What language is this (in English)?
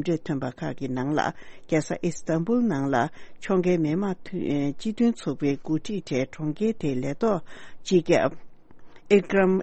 Tibetan